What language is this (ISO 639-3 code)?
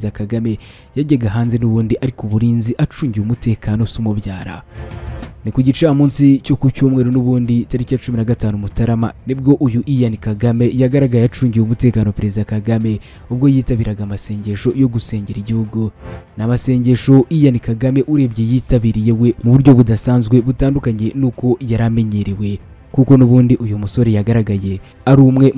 kin